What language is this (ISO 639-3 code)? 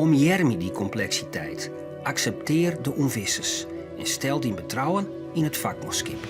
fry